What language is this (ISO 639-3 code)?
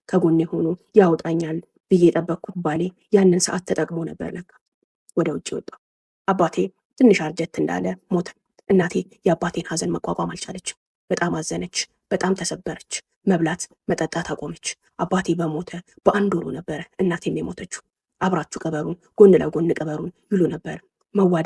amh